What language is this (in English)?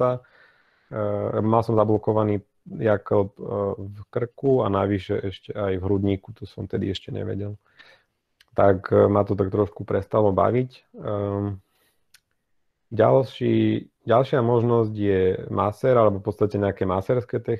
Slovak